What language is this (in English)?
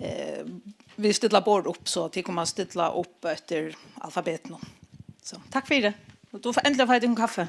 Faroese